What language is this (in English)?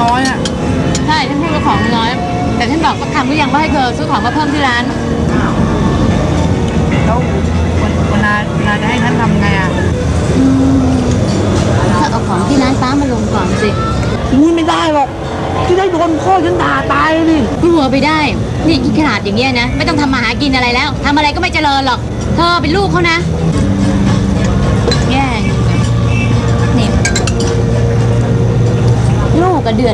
Thai